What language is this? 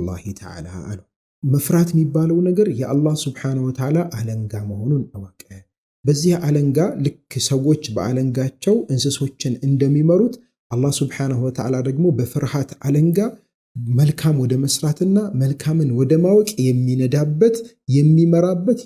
Amharic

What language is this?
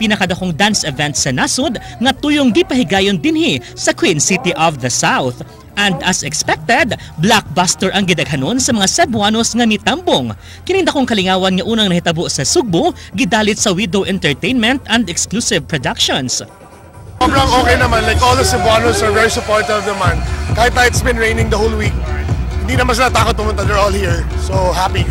Cebuano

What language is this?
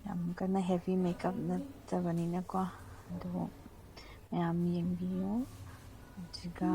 Manipuri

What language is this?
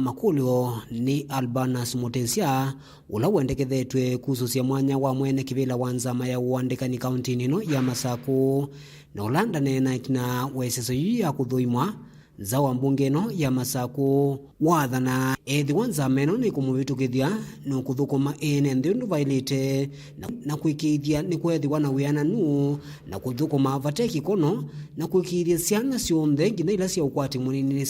Kamba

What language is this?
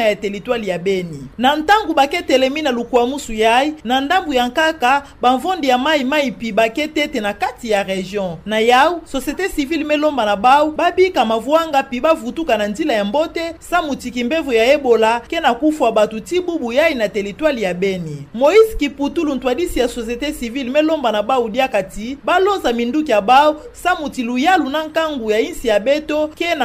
Kituba (Democratic Republic of Congo)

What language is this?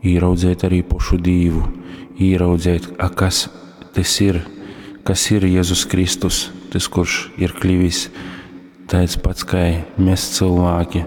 Latgalian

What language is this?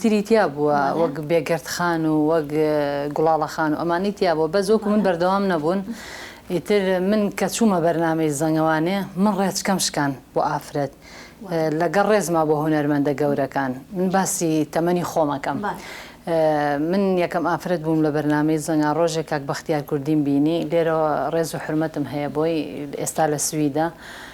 Central Kurdish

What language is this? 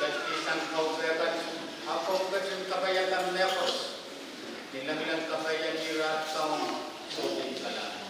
Pohnpeian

